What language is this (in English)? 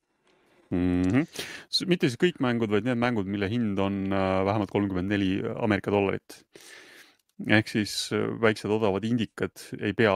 Estonian